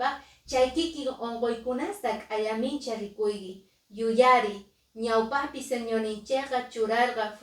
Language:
Quechua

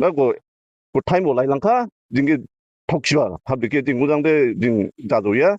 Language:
Dimasa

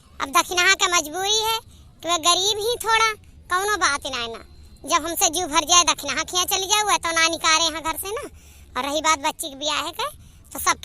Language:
Awadhi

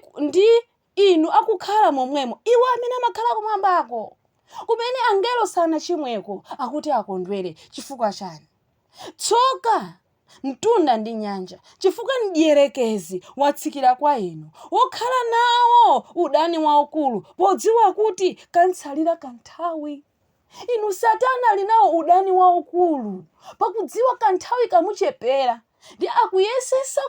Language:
Nyanja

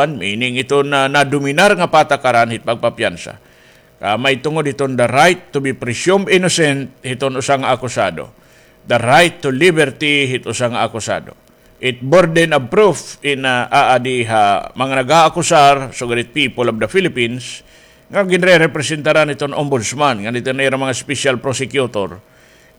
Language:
Waray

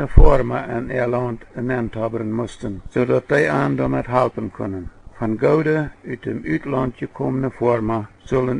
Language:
Plautdietsch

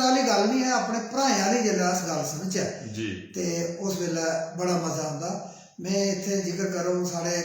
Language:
Dogri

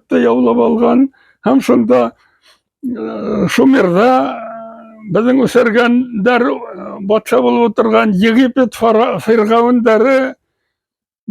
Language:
Bashkir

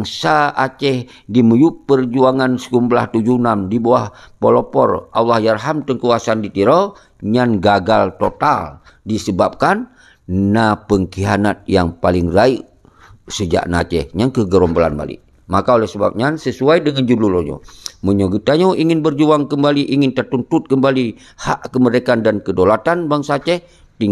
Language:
Achinese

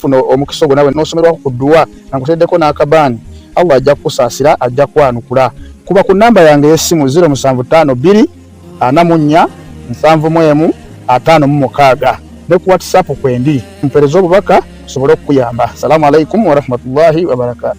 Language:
Ganda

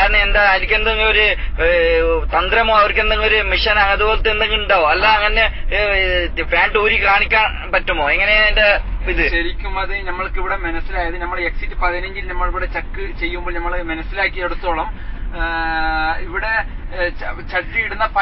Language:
Malayalam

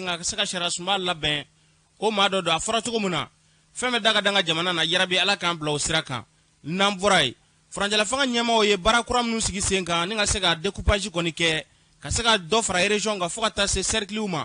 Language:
Bambara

